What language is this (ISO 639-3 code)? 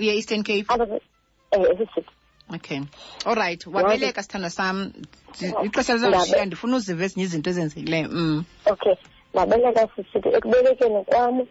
xho